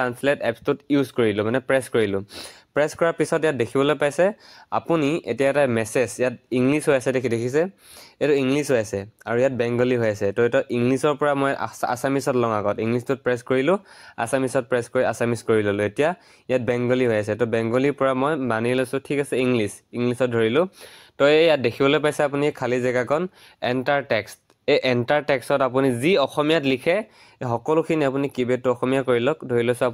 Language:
Assamese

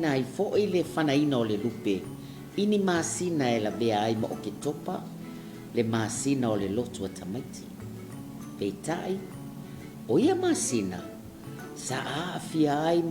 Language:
Samoan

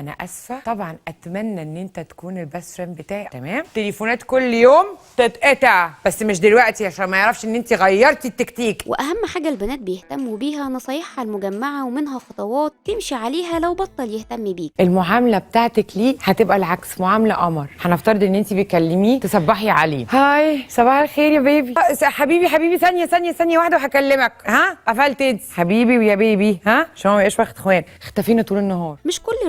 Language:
Egyptian Arabic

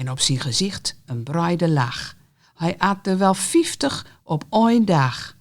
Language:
Gronings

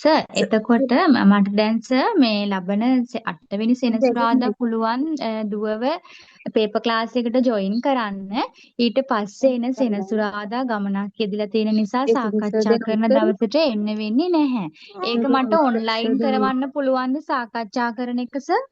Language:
Sinhala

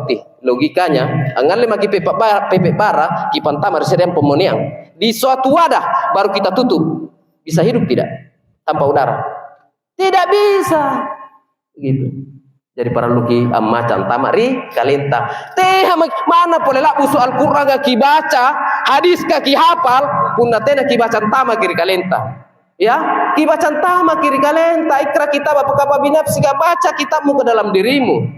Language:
Makasar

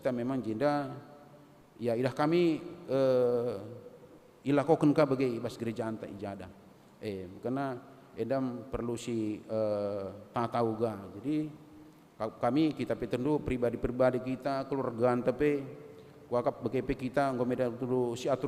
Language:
Batak Karo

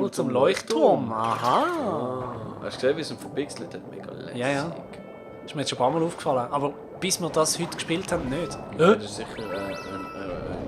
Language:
Swiss German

